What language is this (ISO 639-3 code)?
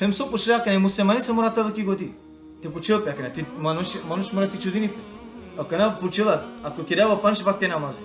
rmn